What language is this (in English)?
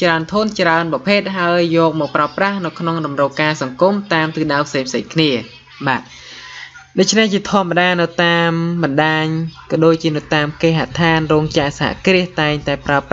Khmer